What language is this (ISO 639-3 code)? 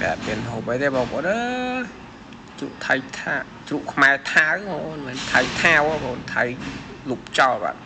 khm